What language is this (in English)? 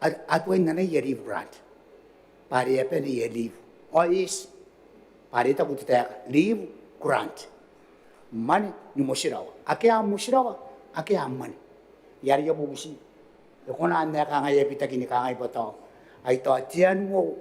Gilbertese